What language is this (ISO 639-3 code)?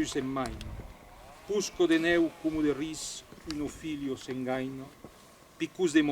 oci